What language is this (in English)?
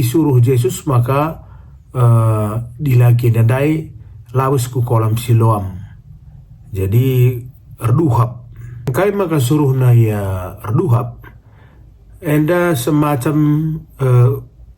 Batak Karo